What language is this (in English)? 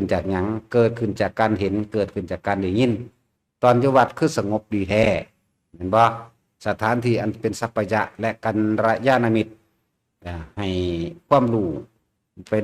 Northeastern Thai